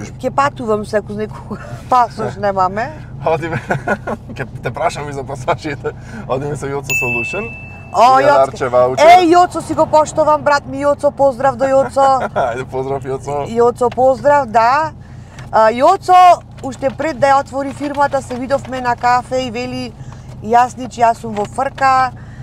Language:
Macedonian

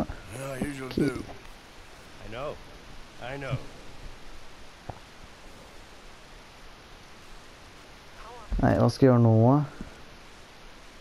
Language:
Norwegian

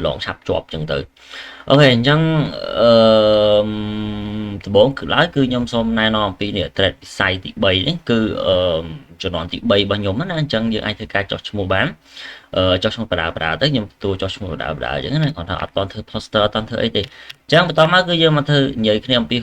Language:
Khmer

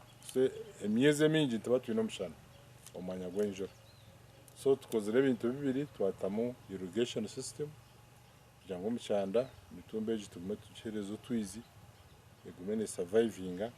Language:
Nyankole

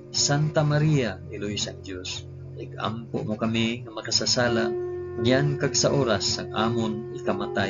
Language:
Hiligaynon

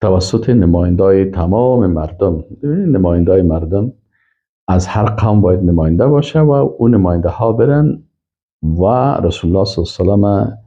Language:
Persian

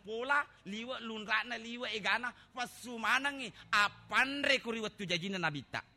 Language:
Buginese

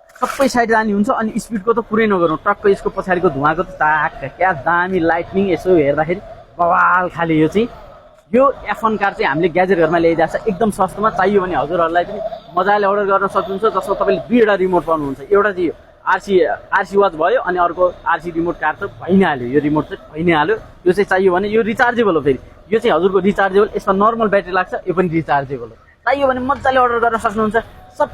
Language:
Nepali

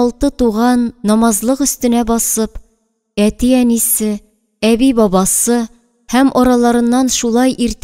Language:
Tatar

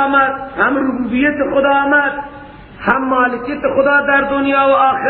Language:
Persian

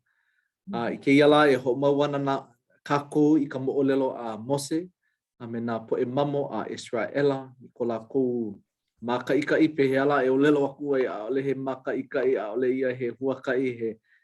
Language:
Hawaiian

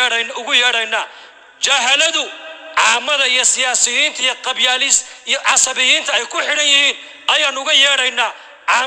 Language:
Somali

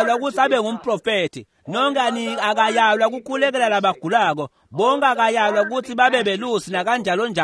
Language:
Swati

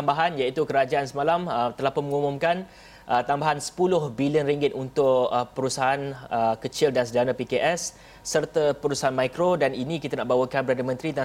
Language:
Malay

